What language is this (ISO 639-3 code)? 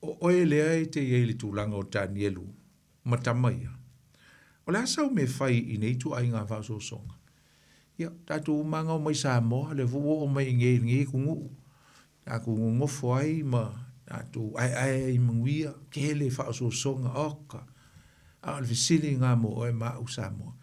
smo